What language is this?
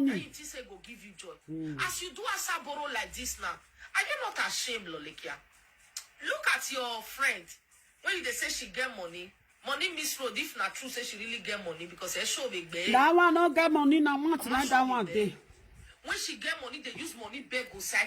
Nigerian Pidgin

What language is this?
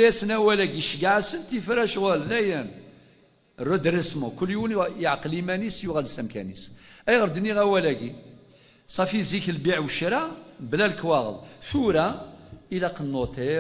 Kabyle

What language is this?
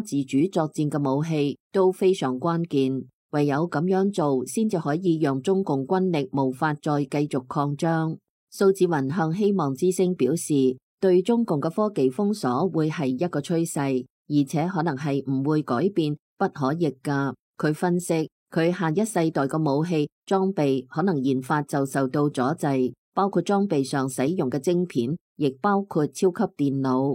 Cantonese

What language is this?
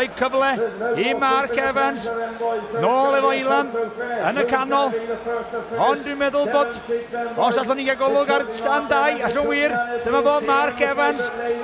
Welsh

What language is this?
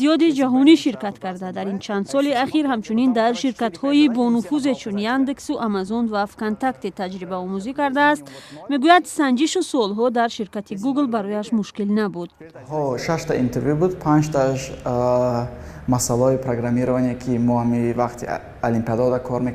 Tajik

